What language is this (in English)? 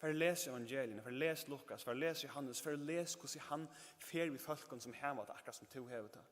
Faroese